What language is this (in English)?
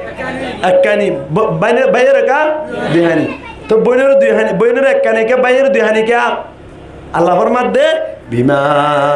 Rohingya